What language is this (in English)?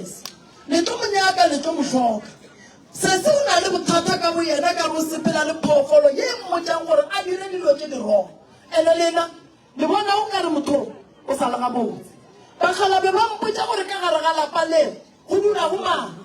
Northern Sotho